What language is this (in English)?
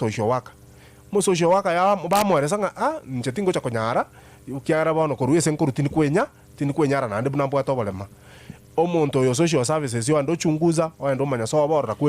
Gusii